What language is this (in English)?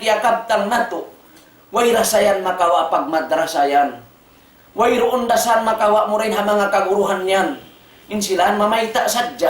Tausug